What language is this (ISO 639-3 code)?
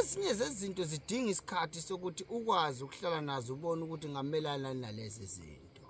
zul